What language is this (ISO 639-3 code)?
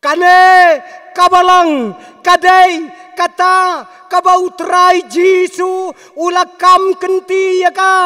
kha